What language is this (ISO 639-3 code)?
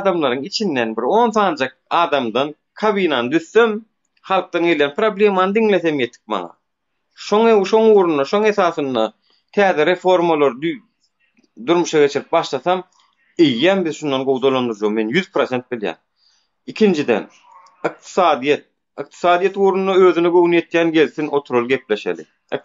tuk